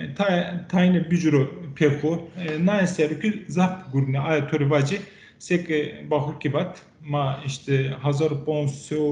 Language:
Zaza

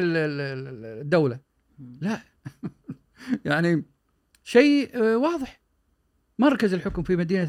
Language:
Gulf Arabic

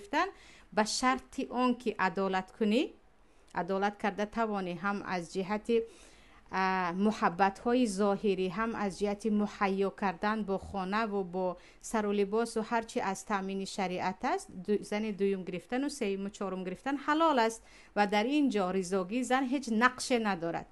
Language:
Tajik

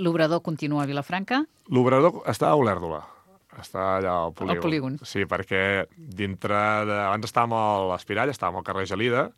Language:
Catalan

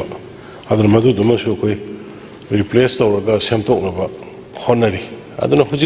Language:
Manipuri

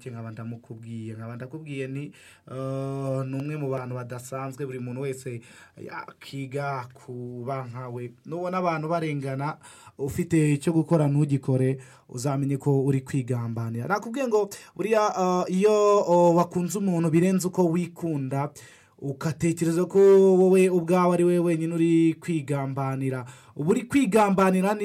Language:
Kinyarwanda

